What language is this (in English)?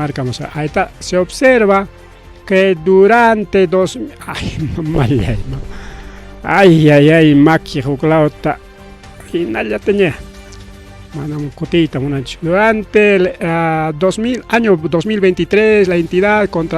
Ayacucho Quechua